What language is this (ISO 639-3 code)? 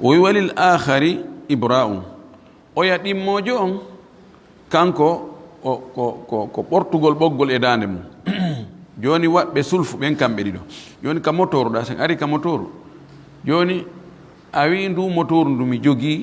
ful